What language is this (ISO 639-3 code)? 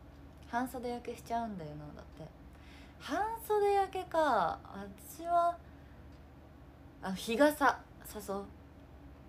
jpn